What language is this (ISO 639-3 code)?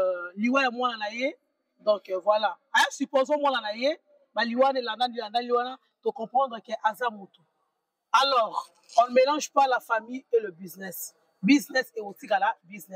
lin